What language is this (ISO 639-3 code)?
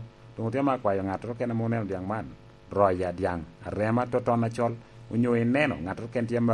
laj